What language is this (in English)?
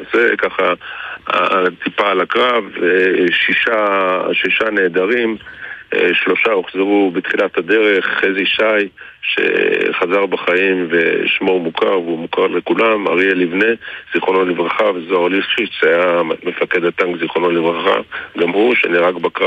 Hebrew